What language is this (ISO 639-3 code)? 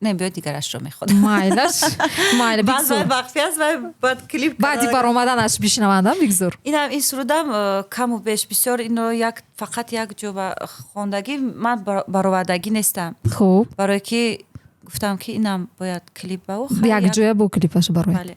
tgk